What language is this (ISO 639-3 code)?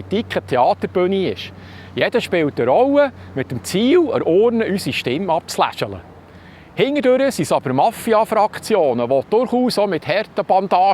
gsw